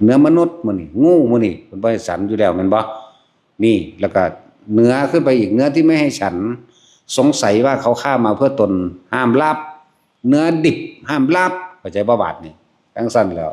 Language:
Northeastern Thai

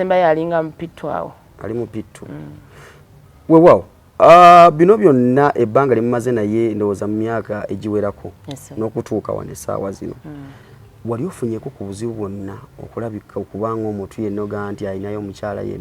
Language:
Ganda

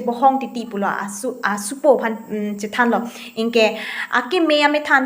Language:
Karbi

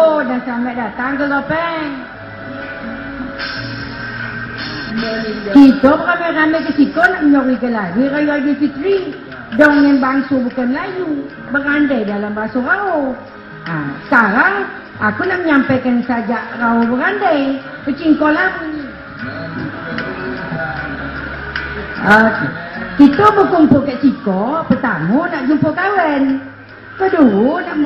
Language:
Malay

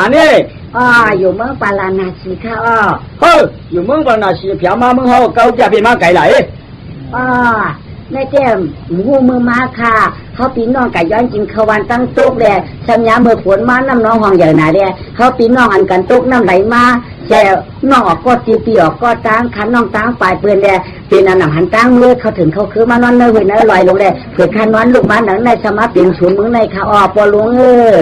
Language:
Shan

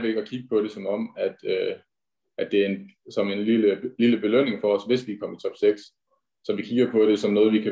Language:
Danish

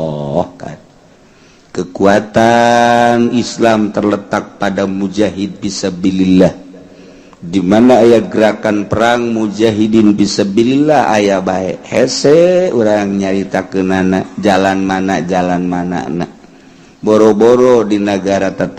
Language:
Sundanese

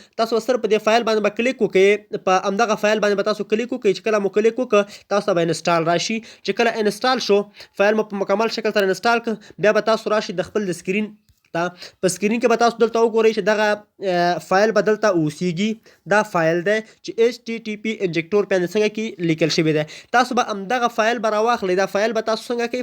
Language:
Pashto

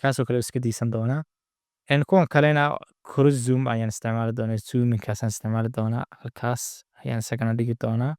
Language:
Somali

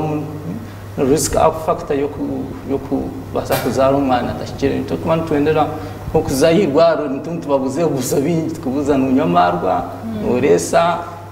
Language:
Nyankole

